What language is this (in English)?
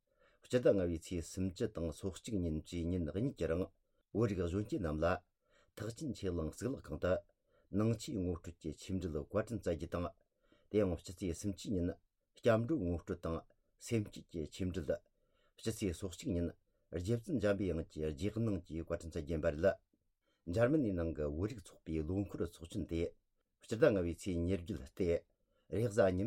Tibetan